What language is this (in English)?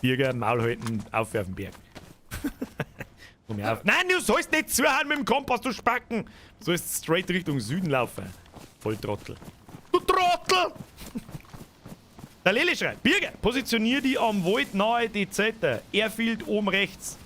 Bavarian